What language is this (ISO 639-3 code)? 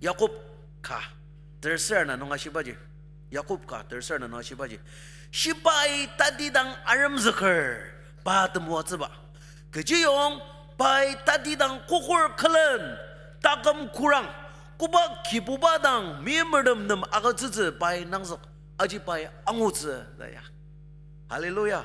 njo